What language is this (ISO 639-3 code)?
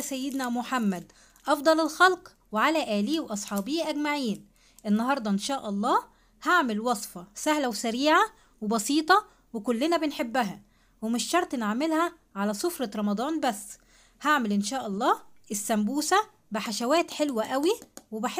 arz